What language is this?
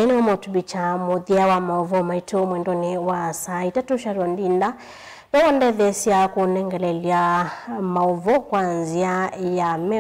Kamba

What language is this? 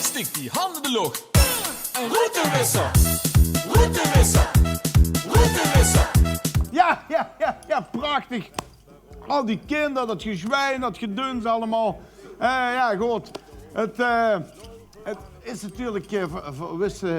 Limburgish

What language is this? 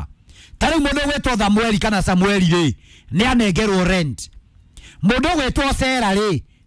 Kikuyu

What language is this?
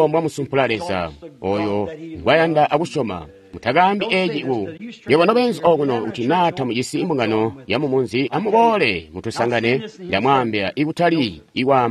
Tonga (Zambia)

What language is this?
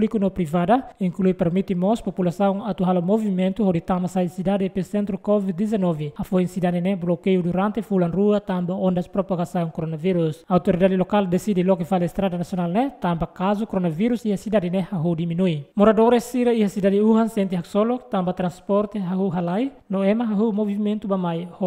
Tetum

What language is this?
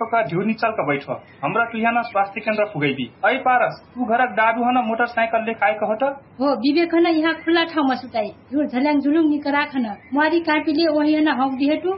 Dangaura Tharu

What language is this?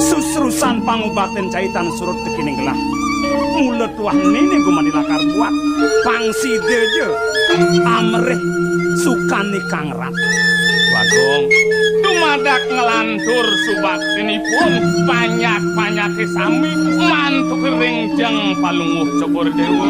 Balinese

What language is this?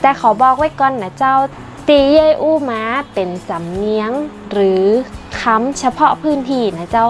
Northern Thai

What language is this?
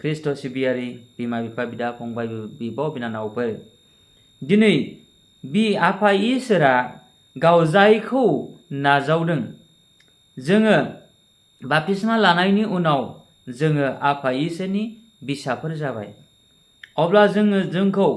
Bodo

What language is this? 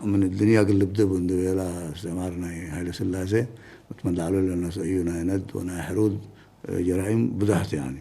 Tigre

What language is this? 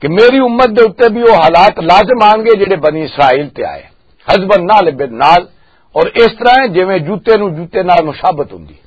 Western Panjabi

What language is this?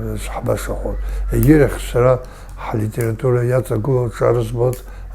Abkhazian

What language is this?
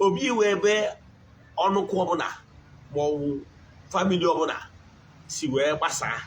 Igbo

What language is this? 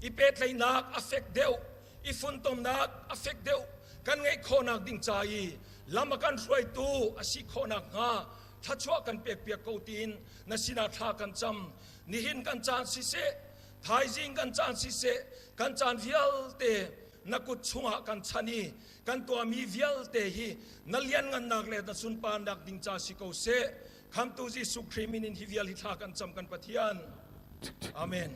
Hakha Chin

